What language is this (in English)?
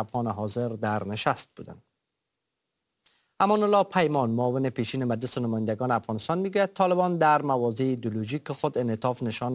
Persian